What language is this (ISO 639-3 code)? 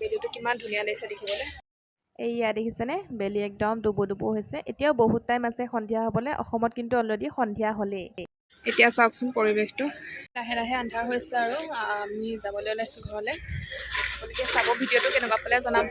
asm